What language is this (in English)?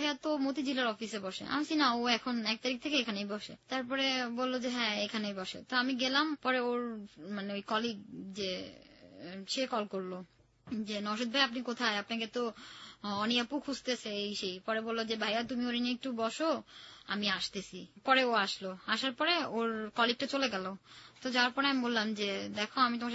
Bangla